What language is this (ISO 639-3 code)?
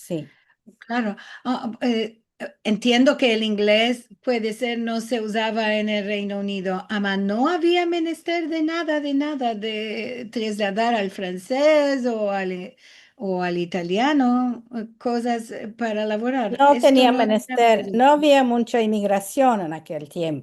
lad